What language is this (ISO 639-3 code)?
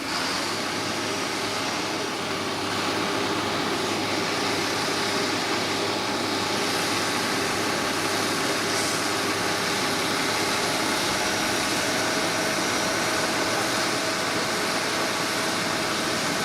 div